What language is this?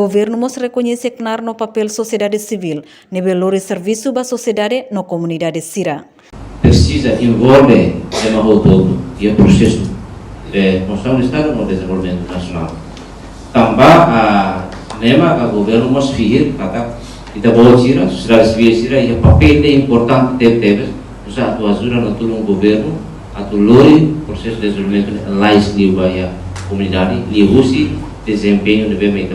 Tetum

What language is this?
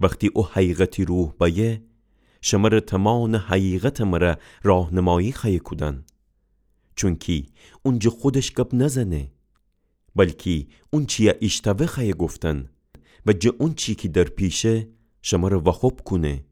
Gilaki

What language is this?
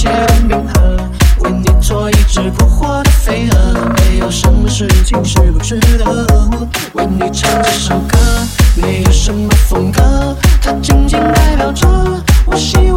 Chinese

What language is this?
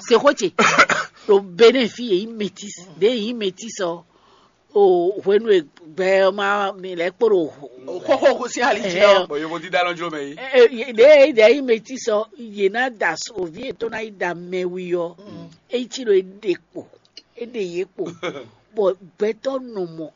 Fon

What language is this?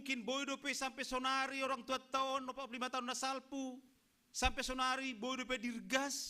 Batak Simalungun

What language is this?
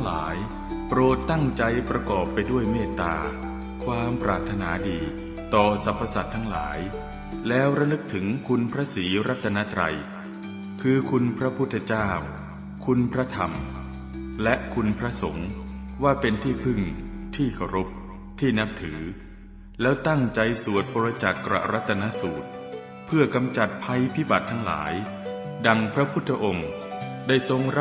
Pali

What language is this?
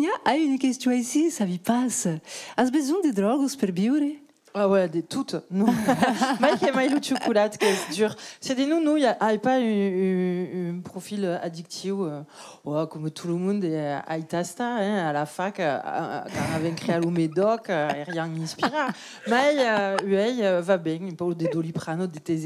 Occitan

